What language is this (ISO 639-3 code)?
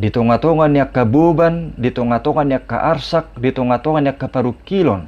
bbc